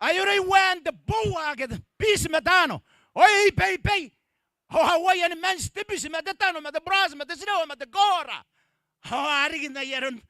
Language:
Gilbertese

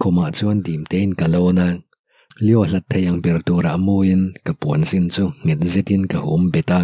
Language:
Mizo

